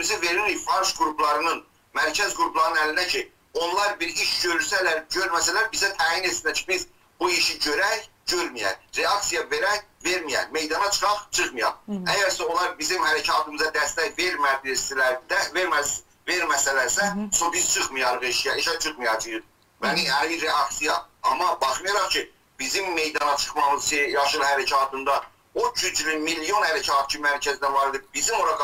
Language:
South Azerbaijani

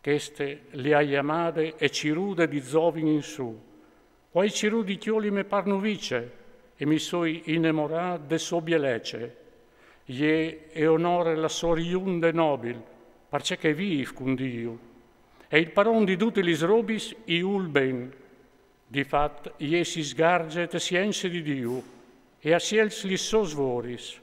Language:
Friulian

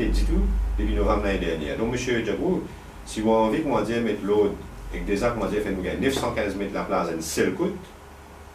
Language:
Morisyen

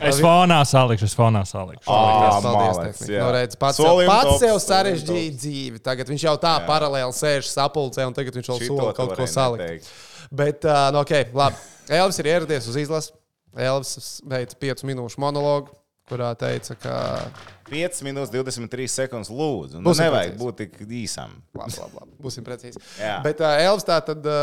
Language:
Latvian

